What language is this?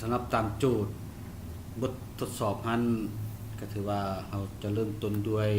Lao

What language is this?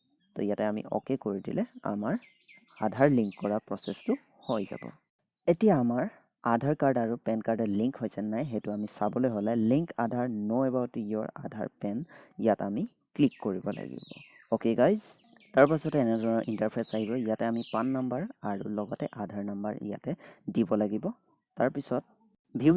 Assamese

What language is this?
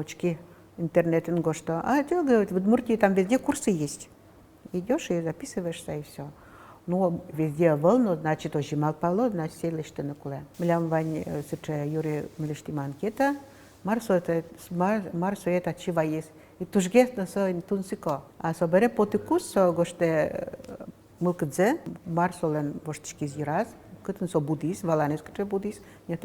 Udmurt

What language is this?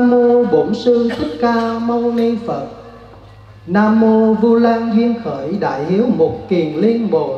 Vietnamese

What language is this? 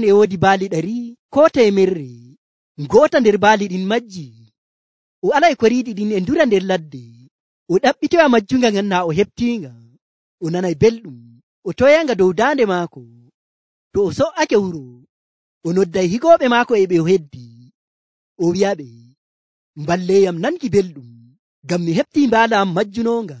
Nigerian Fulfulde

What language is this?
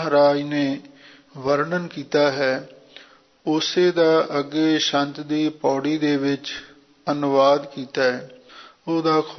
Punjabi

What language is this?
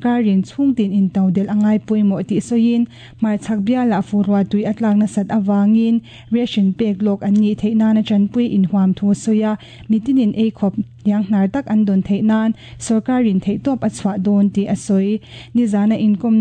Mizo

